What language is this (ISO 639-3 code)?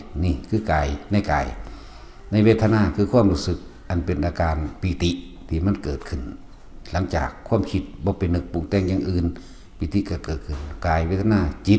tts